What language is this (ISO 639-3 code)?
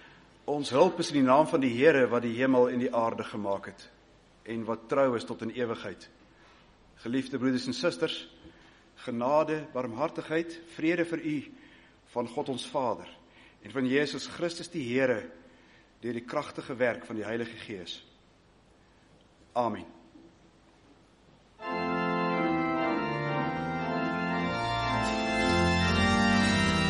afr